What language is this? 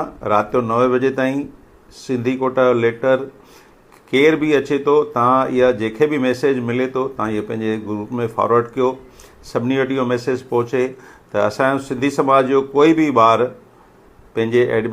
Sindhi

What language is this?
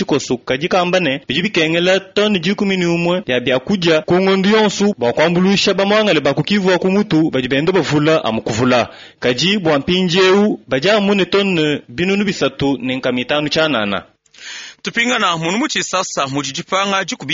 Luba-Lulua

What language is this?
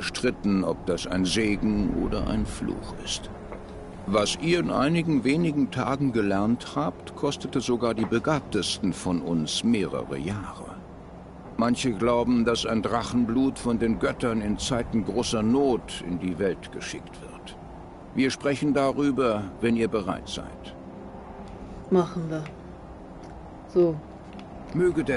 German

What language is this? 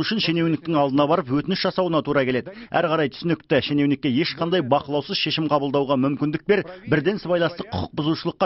Kazakh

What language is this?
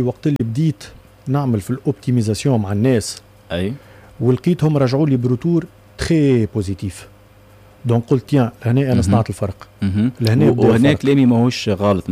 Tunisian Arabic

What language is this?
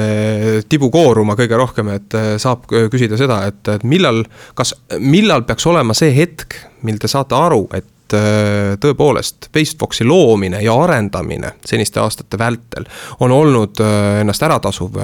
Estonian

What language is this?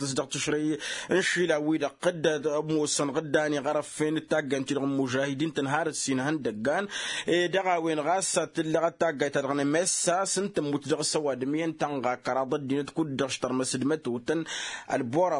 Tamasheq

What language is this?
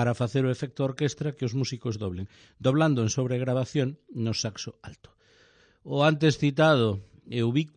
Galician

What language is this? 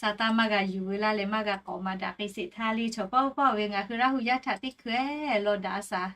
Lahu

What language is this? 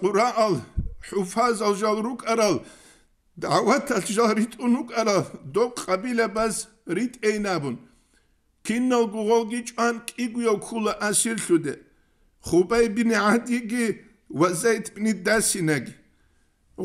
Avaric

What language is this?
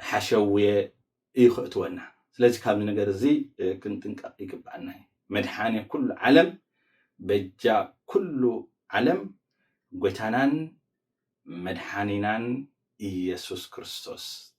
Tigrinya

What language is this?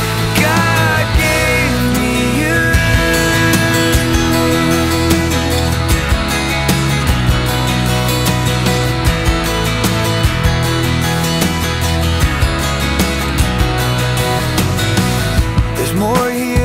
English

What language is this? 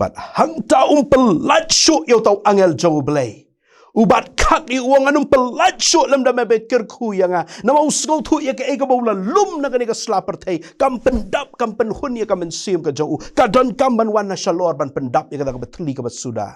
Khasi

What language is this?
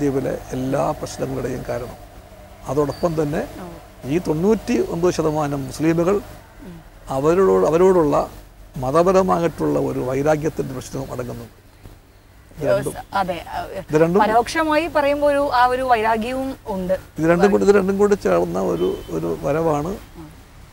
Malayalam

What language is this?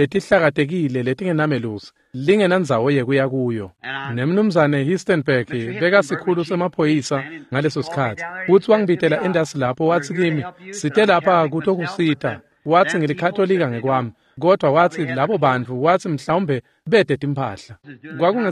Swati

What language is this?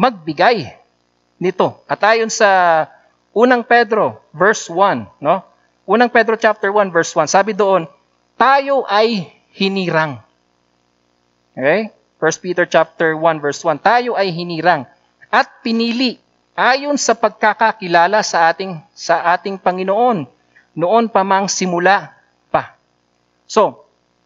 Filipino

